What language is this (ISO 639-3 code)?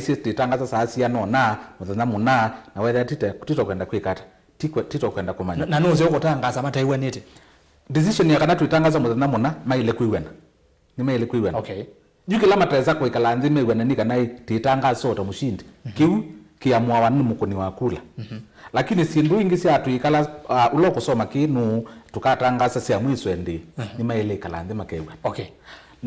kam